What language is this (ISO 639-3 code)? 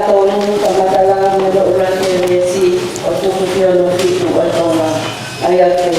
ton